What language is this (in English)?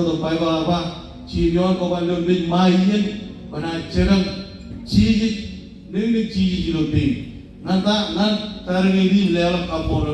Marshallese